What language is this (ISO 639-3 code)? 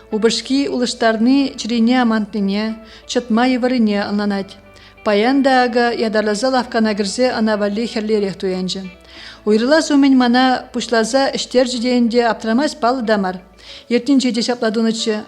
chv